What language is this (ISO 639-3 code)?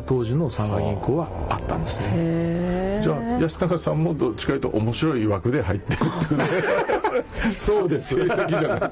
jpn